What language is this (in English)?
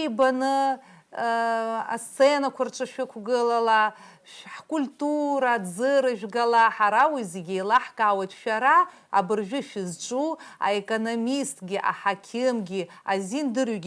Abkhazian